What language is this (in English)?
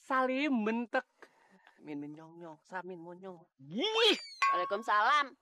Betawi